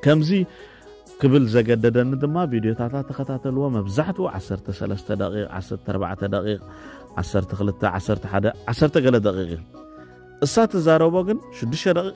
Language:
Tigrinya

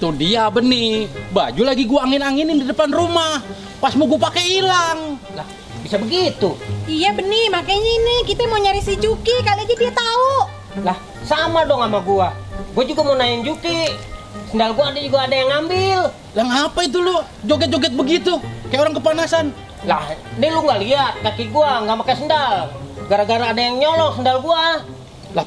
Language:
Betawi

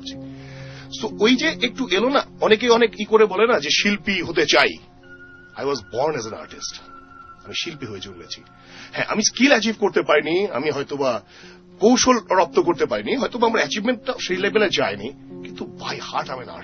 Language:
Bangla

